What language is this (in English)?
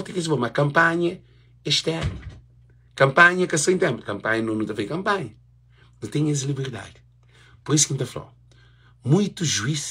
Kabuverdianu